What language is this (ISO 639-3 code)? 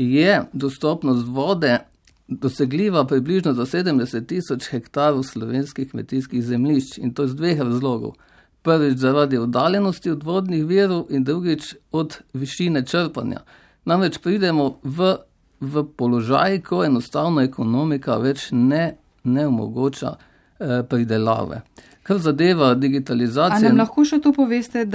slv